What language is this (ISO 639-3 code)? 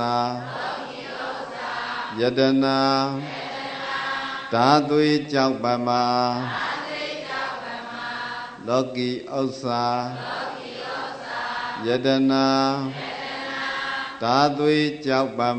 mya